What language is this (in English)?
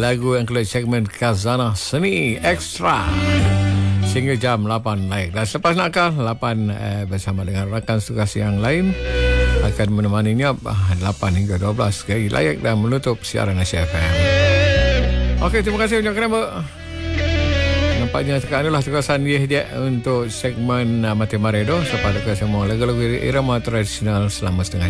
Malay